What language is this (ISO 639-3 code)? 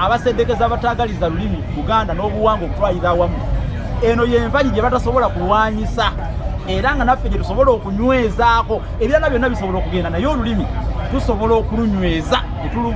lug